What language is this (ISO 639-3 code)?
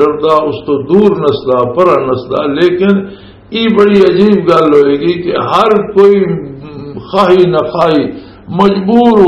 lah